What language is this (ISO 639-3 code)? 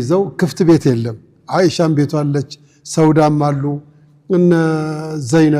amh